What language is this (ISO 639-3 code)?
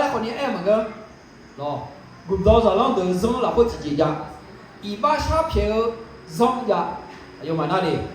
ahk